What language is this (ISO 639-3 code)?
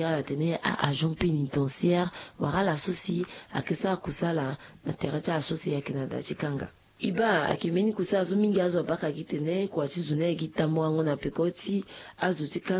sag